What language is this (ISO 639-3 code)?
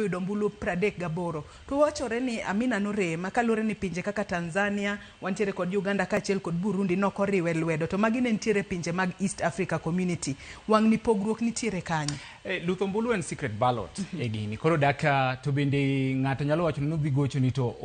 luo